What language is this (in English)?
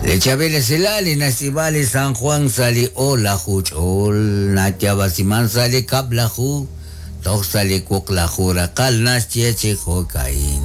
Kekchí